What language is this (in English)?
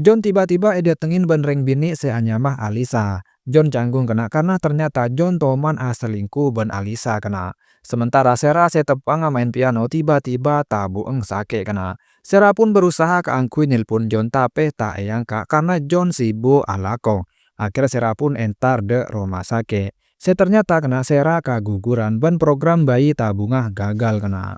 Madurese